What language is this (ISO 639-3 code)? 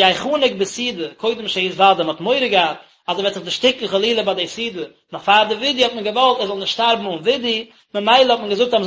yid